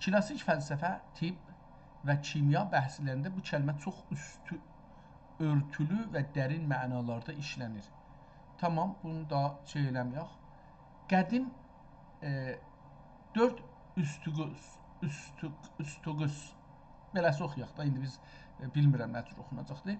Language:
South Azerbaijani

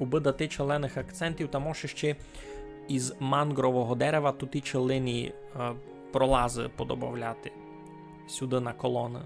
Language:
Rusyn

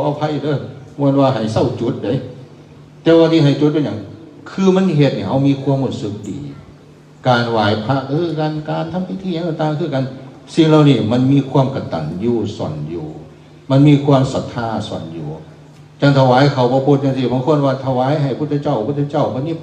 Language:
Northeastern Thai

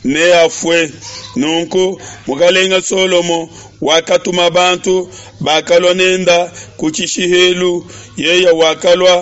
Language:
Luba-Lulua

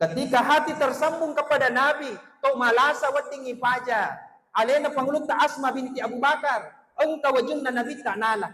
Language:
Buginese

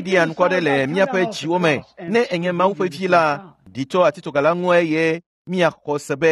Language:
Ewe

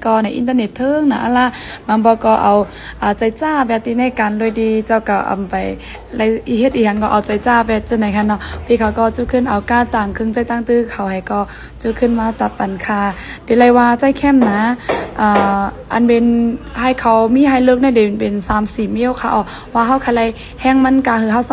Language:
Shan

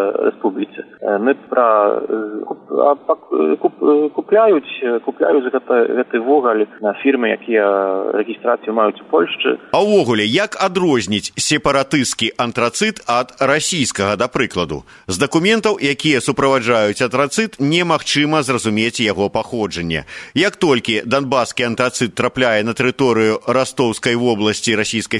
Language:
Belarusian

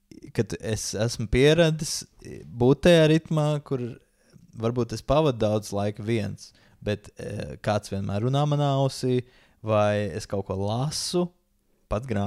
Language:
Latvian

